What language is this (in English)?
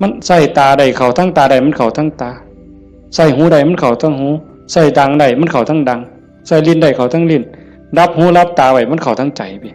Northeastern Thai